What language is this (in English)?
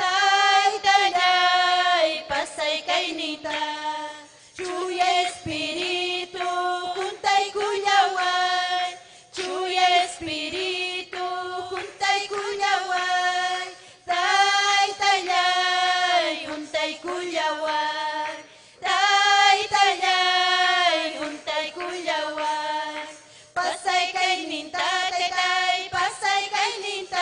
Ayacucho Quechua